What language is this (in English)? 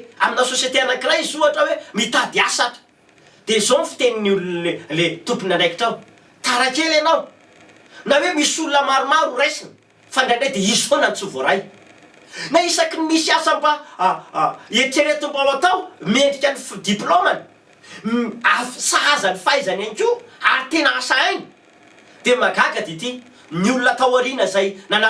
Malagasy